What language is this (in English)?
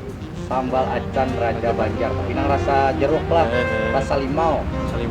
Banjar